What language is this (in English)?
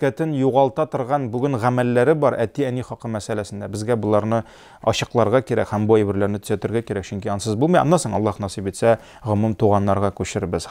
Tatar